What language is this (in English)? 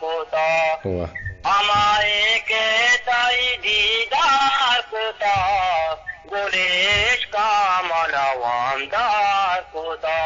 Eastern Balochi